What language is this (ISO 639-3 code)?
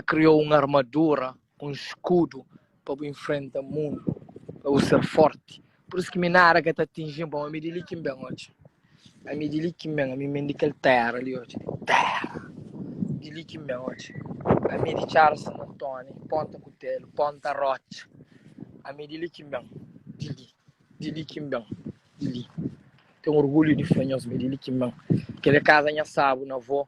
kea